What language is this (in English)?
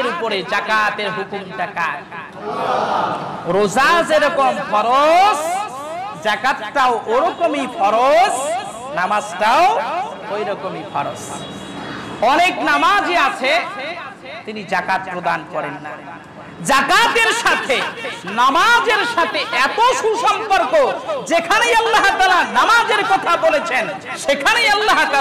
Bangla